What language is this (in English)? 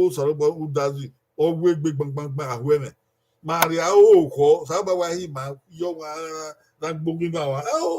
Bini